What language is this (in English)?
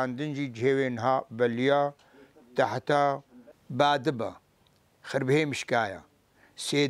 Kurdish